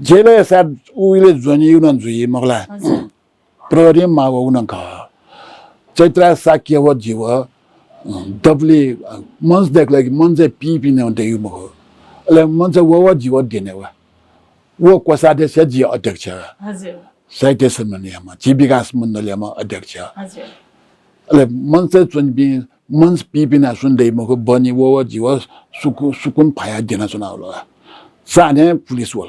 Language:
Newari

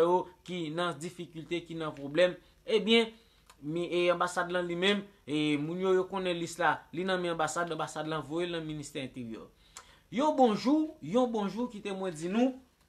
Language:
Haitian Creole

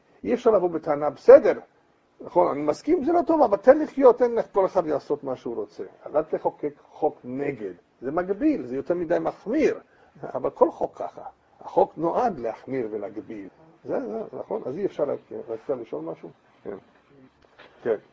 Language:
Hebrew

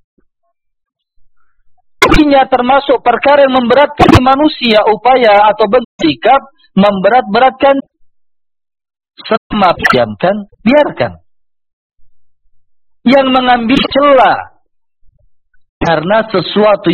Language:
Indonesian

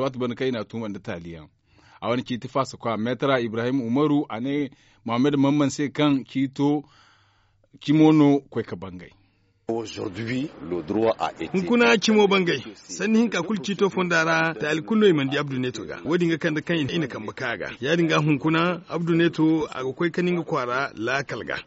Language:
Zarma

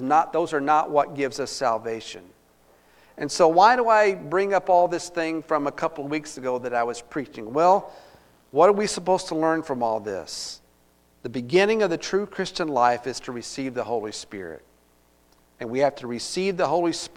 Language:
English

